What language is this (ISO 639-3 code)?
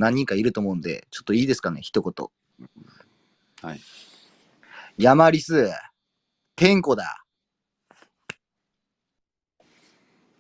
jpn